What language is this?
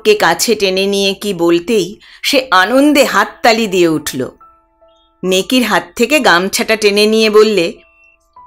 Bangla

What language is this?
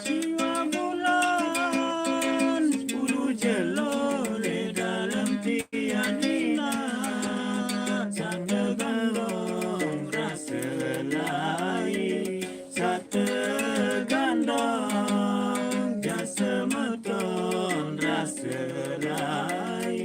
Sasak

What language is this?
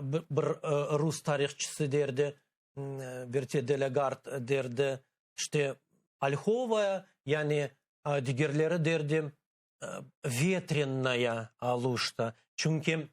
Crimean Tatar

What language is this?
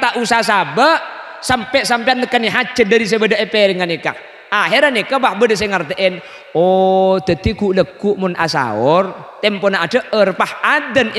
Madurese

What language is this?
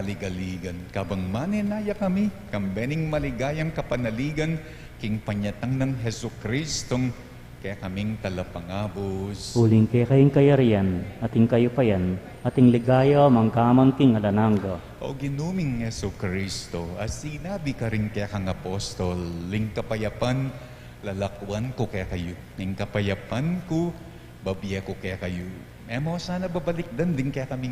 Pampanga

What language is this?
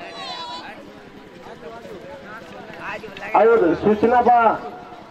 Bhojpuri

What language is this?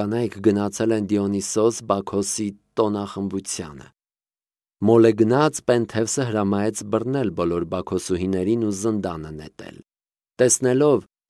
Armenian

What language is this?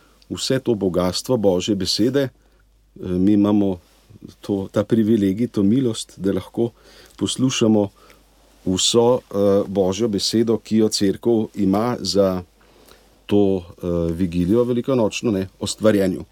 Slovenian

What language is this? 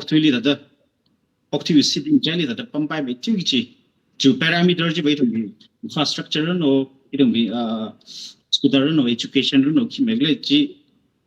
Tangkhul Naga (India)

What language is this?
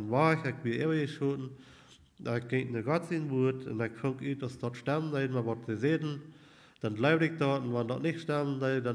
Plautdietsch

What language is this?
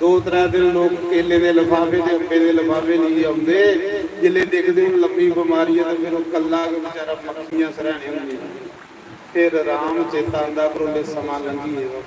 Dogri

